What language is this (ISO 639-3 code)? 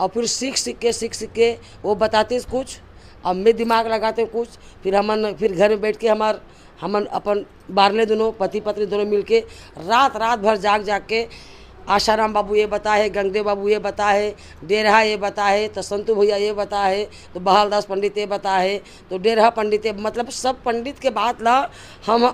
hne